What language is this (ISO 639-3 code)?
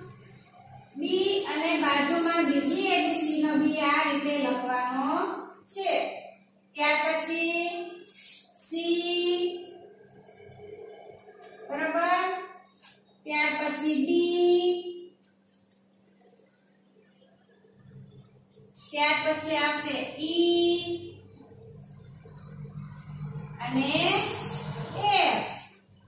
guj